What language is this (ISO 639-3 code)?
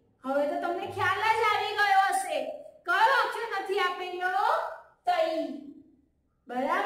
guj